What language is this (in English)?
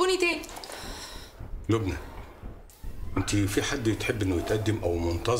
Egyptian Arabic